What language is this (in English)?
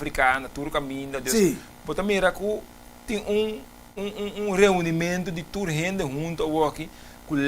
Papiamento